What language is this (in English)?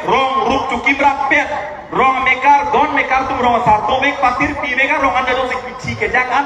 Karbi